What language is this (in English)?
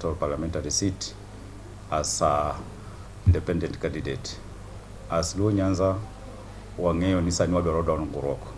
Luo (Kenya and Tanzania)